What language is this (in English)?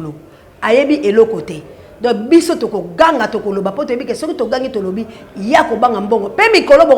Lingala